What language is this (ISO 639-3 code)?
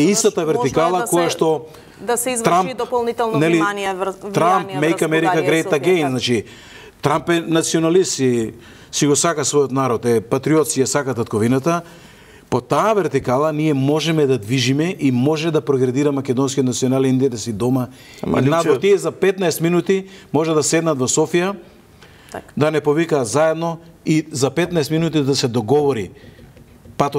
mkd